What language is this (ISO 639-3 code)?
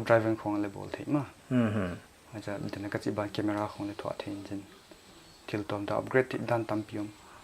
pck